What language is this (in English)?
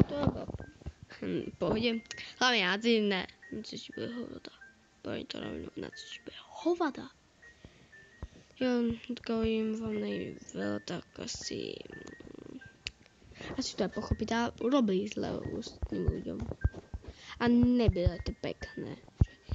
Czech